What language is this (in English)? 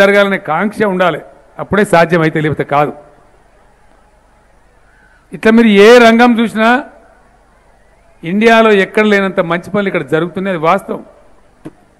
Telugu